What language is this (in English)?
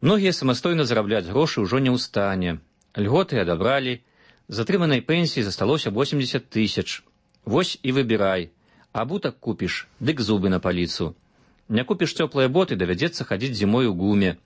Belarusian